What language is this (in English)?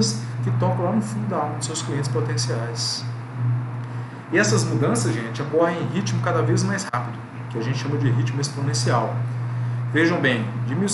Portuguese